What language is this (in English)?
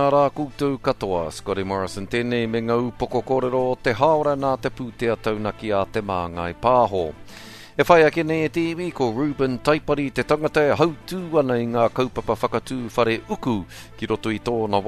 Māori